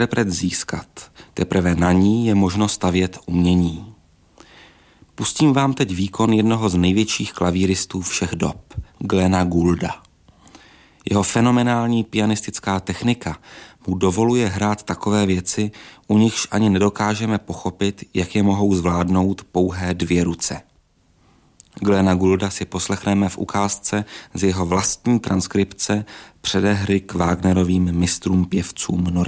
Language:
Czech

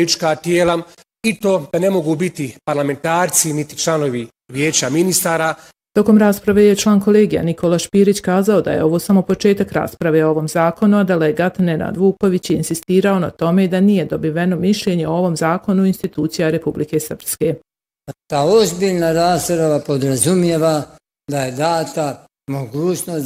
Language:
Bosnian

